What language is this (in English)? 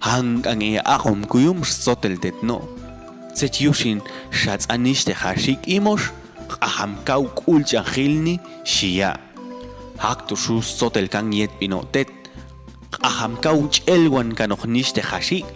Popti'